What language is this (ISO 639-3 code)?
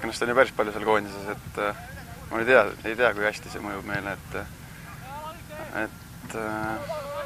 est